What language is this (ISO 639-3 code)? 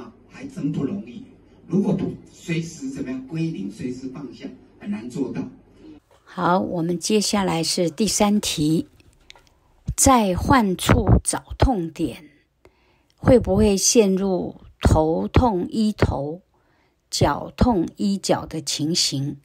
zho